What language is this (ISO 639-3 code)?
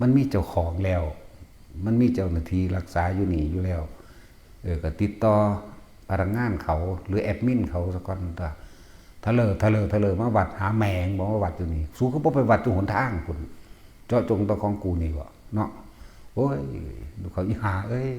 tts